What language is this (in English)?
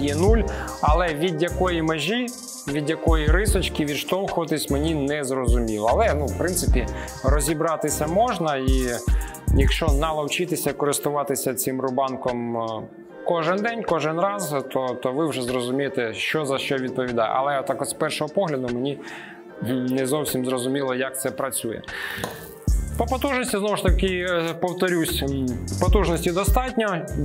Ukrainian